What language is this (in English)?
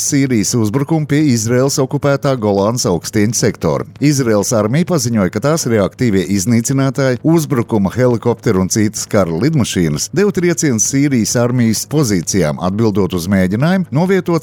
Latvian